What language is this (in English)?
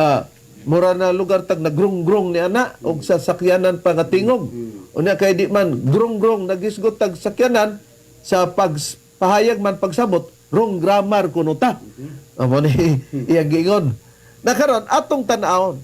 Cebuano